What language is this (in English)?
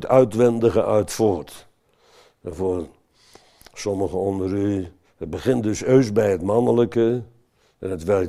Dutch